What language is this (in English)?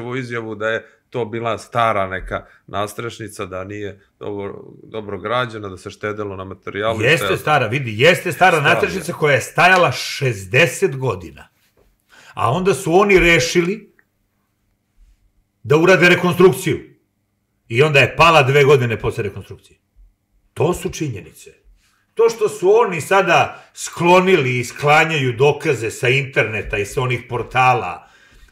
Serbian